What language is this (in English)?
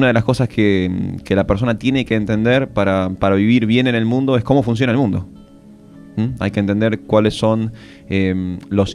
Spanish